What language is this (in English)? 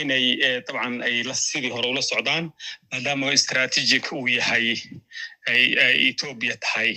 Somali